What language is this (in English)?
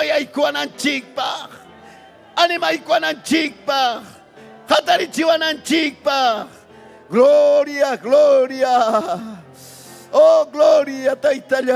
Ayacucho Quechua